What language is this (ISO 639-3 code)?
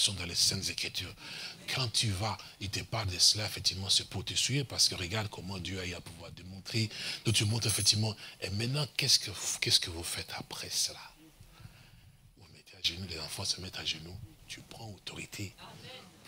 fra